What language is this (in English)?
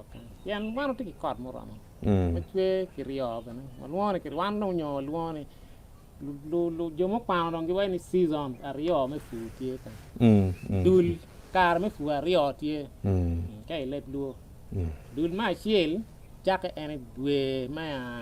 Acoli